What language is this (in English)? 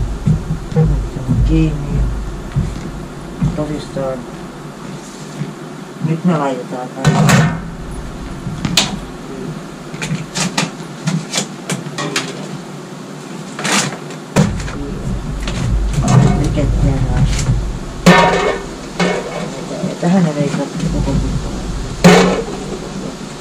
Finnish